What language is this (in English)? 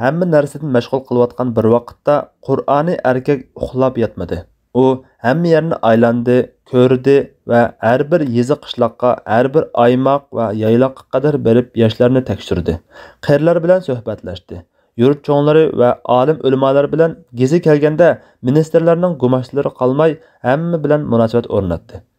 Uyghur